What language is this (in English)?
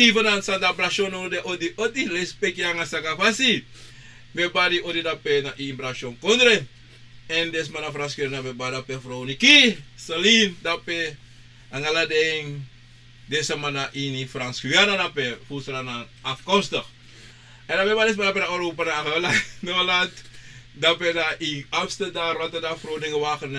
Sranan Tongo